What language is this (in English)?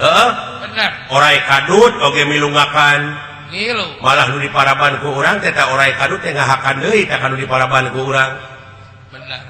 Sundanese